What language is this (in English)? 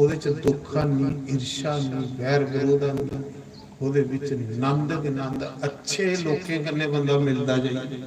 Dogri